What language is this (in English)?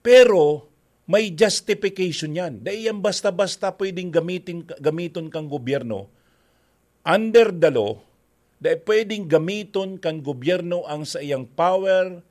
Bikol